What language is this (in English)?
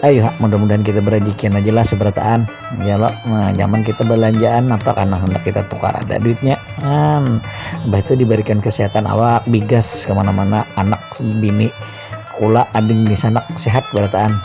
Banjar